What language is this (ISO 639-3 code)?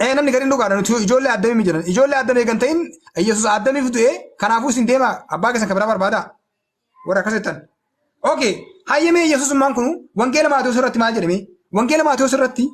orm